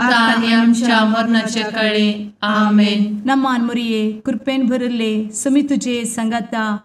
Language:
Konkani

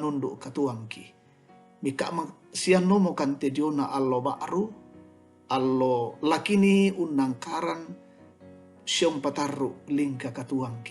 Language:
Toraja-Sa'dan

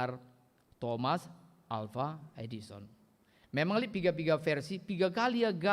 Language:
Batak Karo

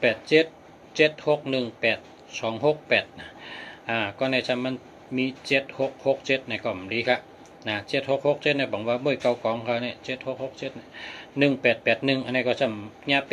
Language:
Shan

